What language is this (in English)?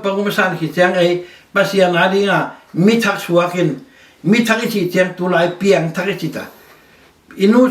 Tedim Chin